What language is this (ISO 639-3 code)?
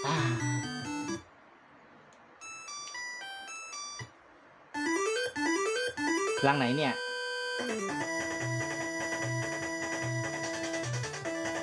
tha